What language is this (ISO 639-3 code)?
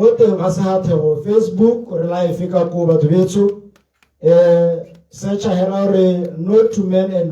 tsn